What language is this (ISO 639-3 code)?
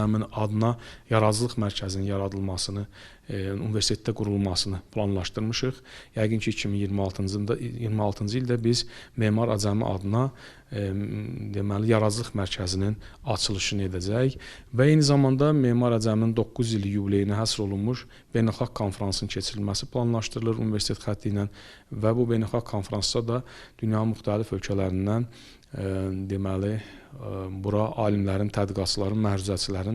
aze